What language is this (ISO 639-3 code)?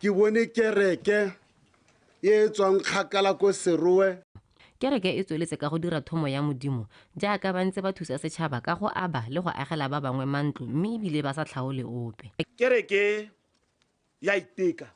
tsn